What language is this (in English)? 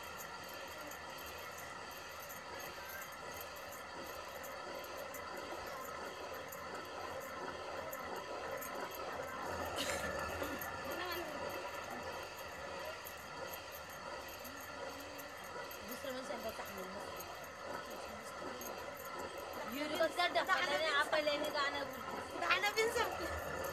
Marathi